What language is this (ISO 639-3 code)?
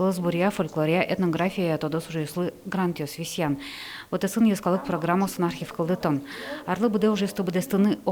udm